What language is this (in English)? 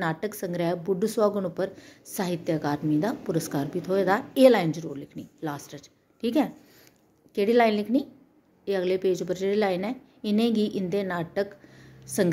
Dogri